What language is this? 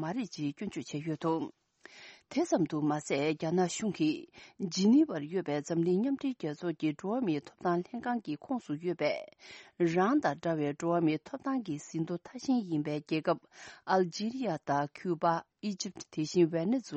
Tibetan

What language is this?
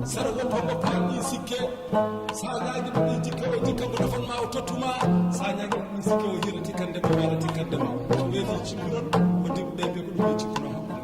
Fula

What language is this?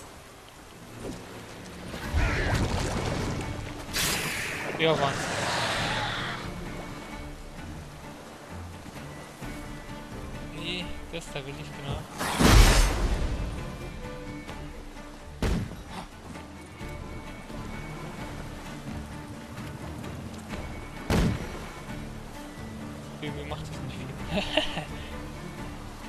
German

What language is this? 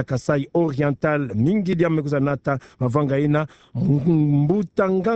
Kituba (Democratic Republic of Congo)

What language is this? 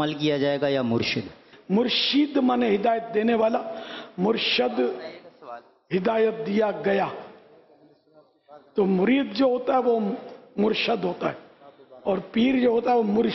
Urdu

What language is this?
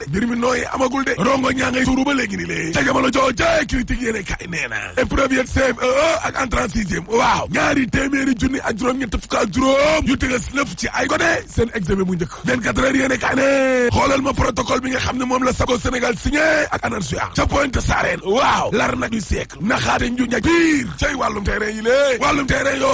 Wolof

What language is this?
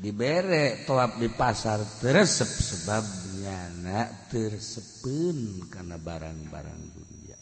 Sundanese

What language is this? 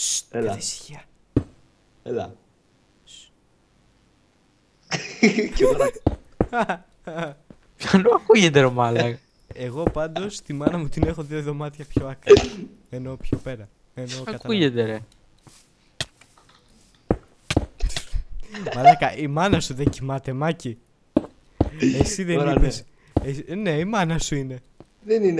Greek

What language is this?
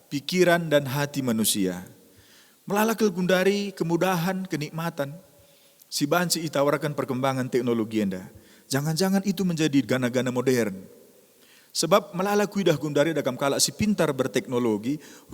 Batak Karo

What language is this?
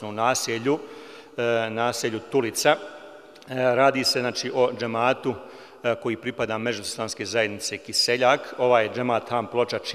Bosnian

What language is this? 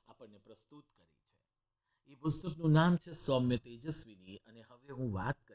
Gujarati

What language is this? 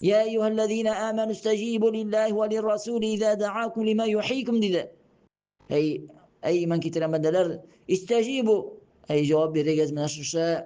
Tatar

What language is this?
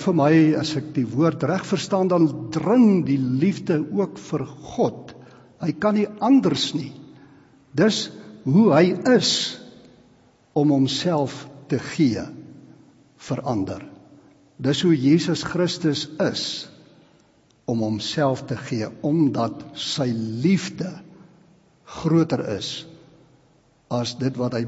Afrikaans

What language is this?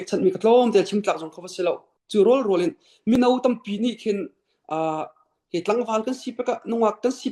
Falam Chin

